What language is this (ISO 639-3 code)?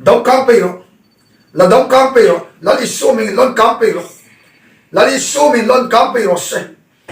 hmr